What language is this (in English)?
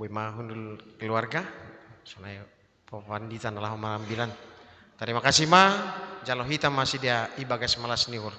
Batak Simalungun